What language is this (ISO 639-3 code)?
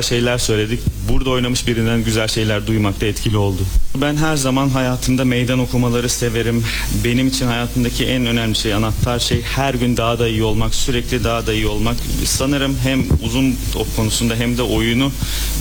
tur